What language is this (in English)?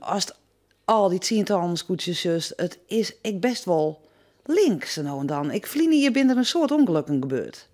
Western Frisian